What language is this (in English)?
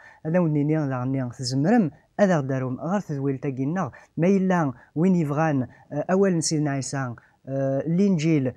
Kabyle